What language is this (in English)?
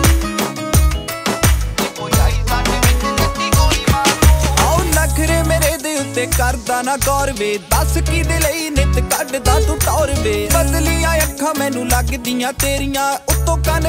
Punjabi